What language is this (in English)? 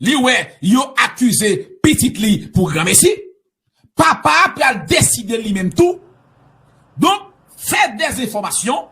Haitian Creole